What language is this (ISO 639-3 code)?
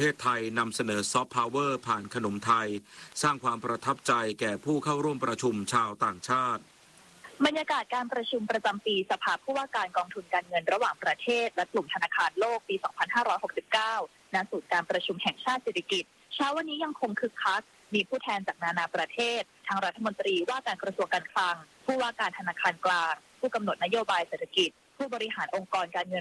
tha